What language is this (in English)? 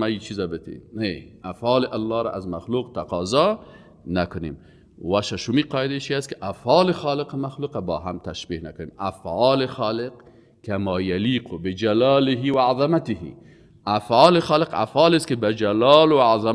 Persian